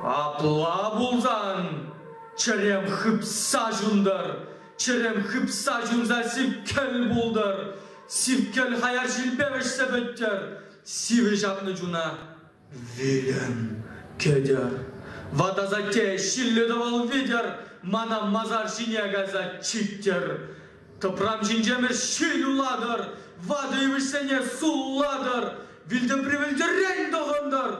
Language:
Chuvash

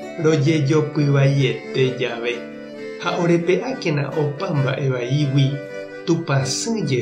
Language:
Guarani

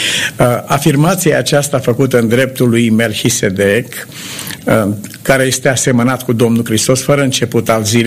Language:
Romanian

